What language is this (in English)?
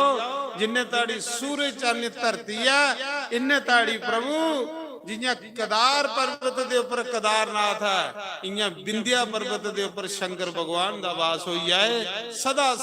Dogri